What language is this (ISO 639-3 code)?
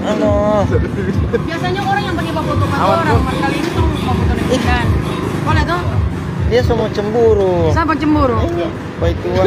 xmm